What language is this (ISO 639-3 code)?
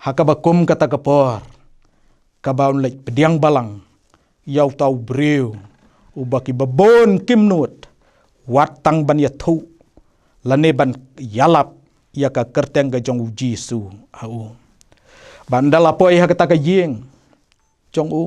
kha